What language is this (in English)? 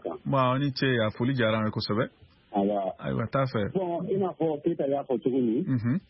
Bambara